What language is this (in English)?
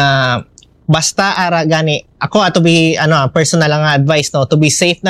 Hiligaynon